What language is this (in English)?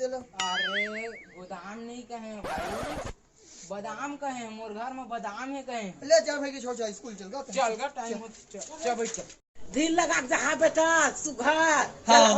Chhattisgarhi